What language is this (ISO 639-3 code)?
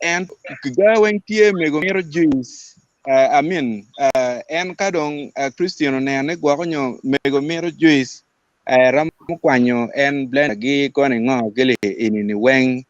ach